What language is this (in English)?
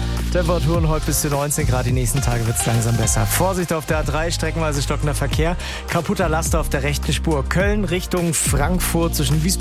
German